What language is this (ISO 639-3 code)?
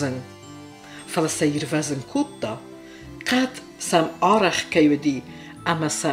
oss